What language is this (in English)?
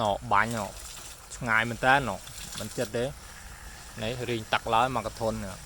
Khmer